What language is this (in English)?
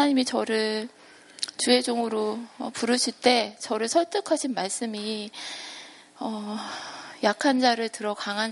Korean